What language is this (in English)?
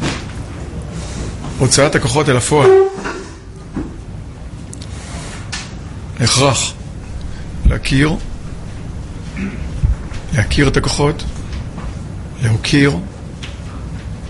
Hebrew